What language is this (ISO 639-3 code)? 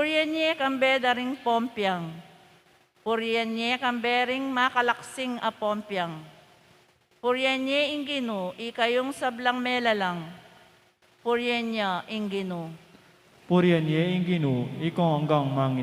pam